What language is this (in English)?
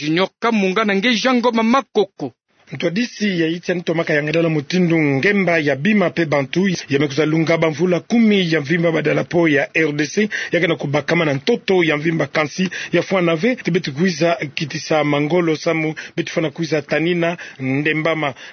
Kituba (Democratic Republic of Congo)